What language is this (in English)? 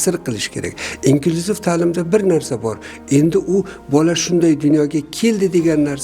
Uzbek